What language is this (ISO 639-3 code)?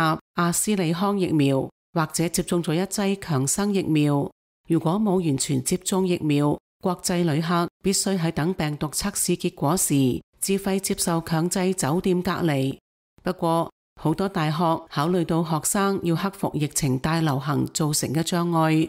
yue